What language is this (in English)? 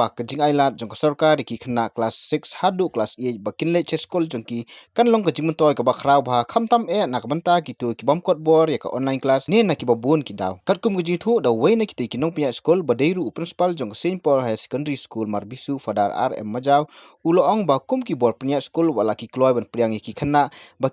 Khasi